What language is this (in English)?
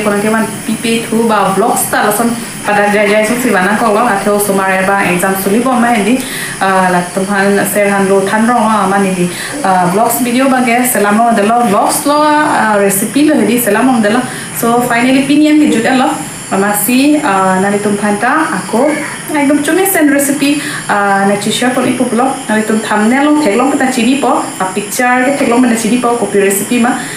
Karbi